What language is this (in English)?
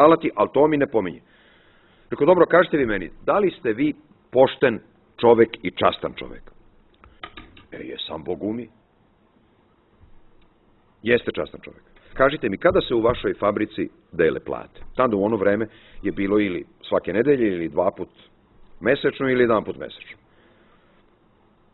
Serbian